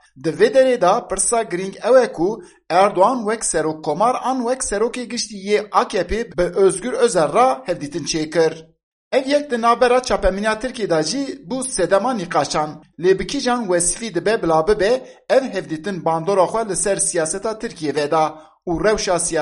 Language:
Kurdish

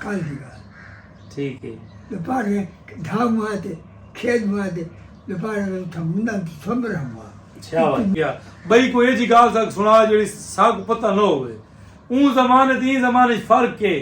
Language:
Saraiki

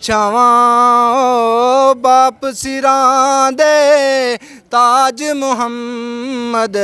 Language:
Pahari-Potwari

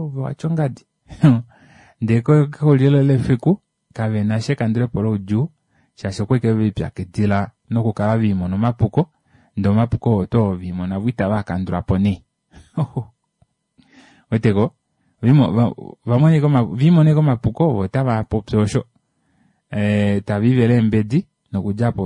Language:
Kuanyama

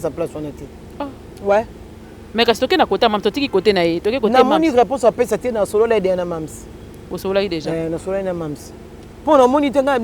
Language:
Lingala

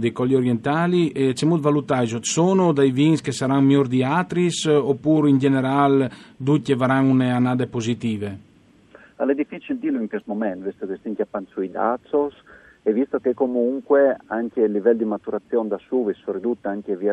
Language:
Friulian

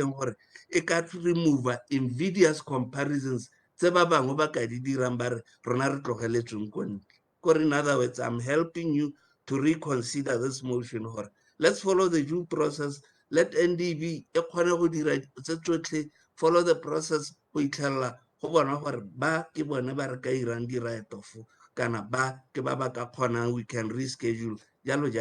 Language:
Tswana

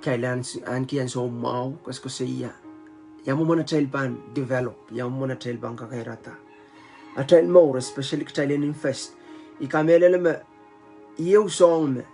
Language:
Pohnpeian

